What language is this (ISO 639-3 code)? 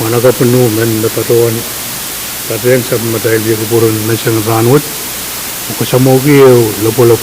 pon